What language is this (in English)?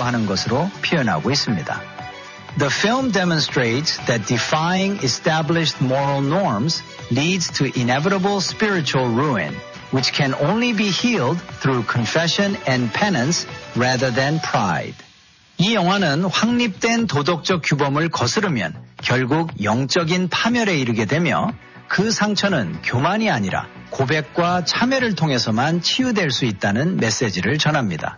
Korean